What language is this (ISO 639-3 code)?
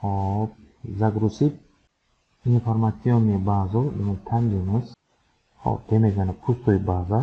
uzb